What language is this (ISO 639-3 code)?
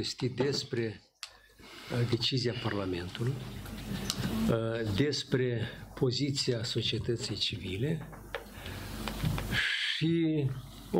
ron